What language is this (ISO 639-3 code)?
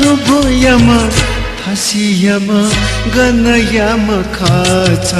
new